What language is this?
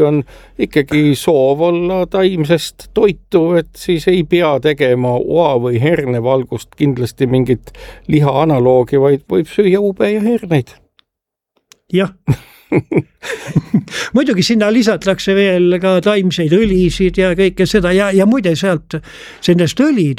Estonian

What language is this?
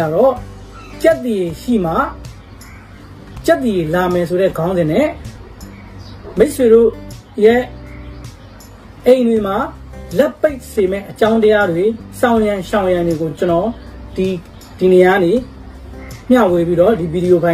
Burmese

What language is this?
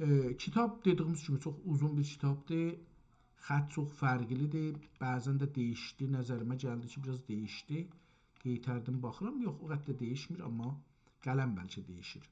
South Azerbaijani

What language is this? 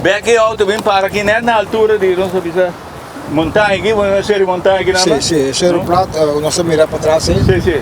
Papiamento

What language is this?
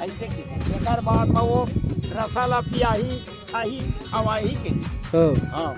Chhattisgarhi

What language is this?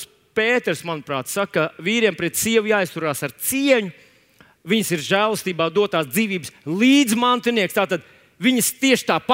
Latvian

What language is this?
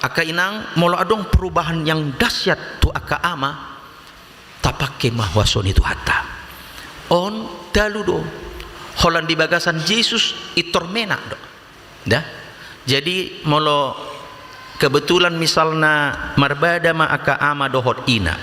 Batak Toba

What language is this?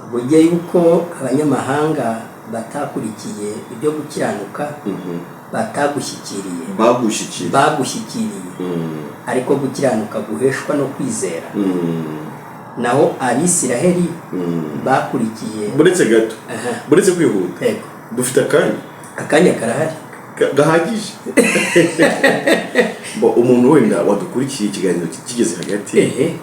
Kinyarwanda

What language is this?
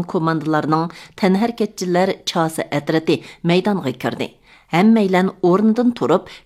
Uyghur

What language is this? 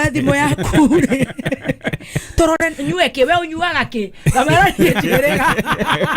Kikuyu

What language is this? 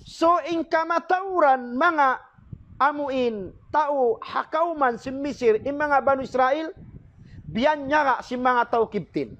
Tausug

